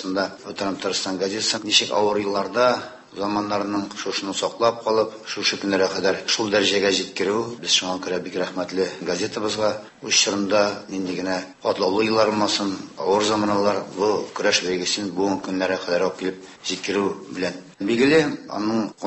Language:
Tatar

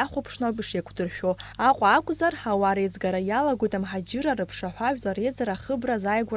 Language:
Abkhazian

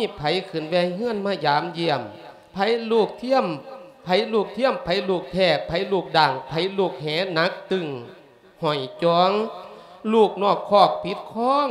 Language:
Lao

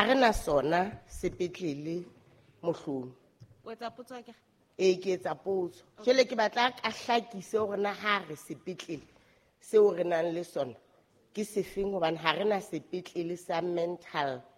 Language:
Southern Sotho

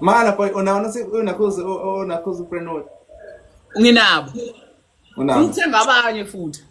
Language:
Zulu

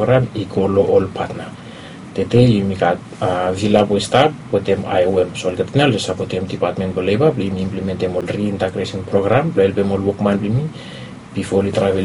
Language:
Bislama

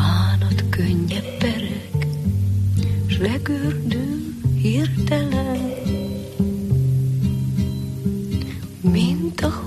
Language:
Hungarian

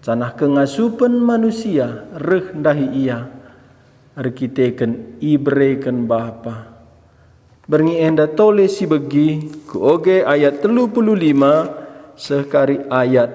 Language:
Batak Karo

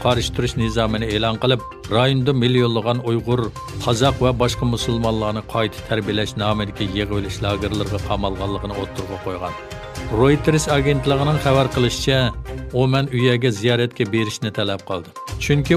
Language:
Uyghur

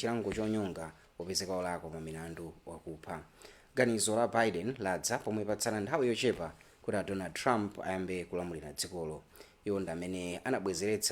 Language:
Nyanja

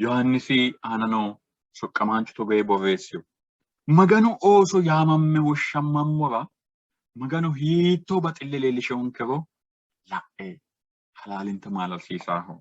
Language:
Sidamo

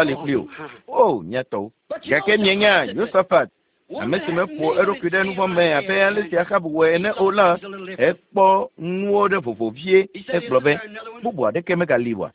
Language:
Ewe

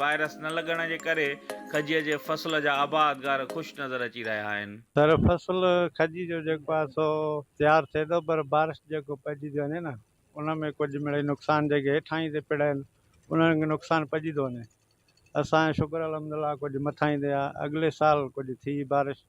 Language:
Sindhi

